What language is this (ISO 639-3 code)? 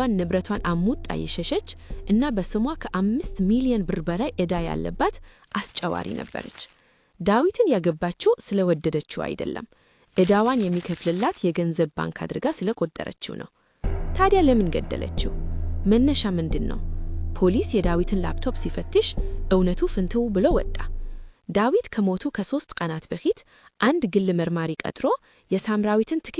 amh